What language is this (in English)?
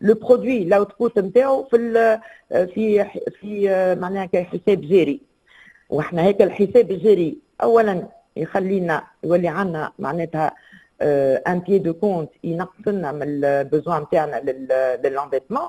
Tunisian Arabic